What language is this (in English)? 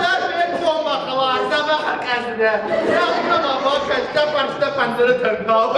Ossetic